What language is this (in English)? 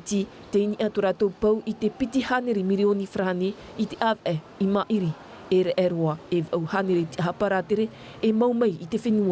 Tahitian